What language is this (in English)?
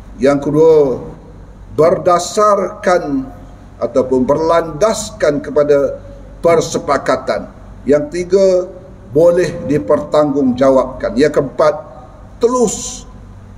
Malay